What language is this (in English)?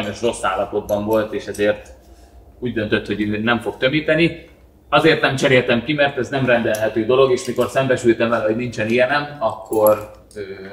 Hungarian